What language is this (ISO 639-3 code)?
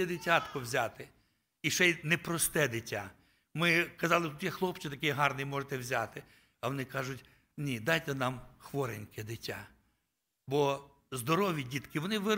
ukr